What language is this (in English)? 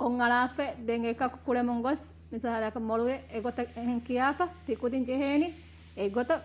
Divehi